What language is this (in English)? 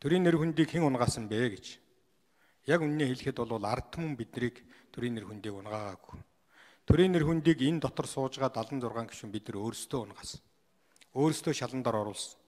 Mongolian